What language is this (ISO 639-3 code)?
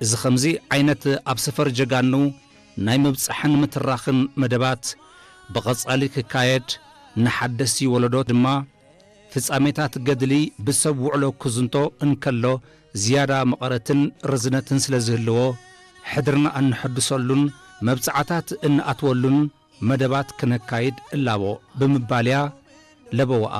tir